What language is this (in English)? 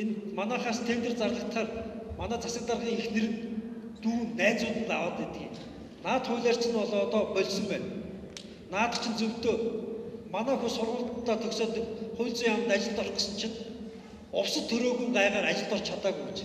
Mongolian